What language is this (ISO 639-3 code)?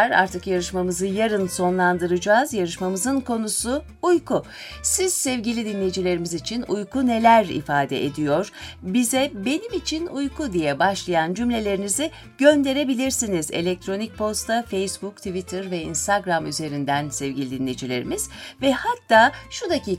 tur